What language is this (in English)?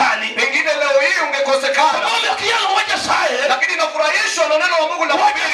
Luo (Kenya and Tanzania)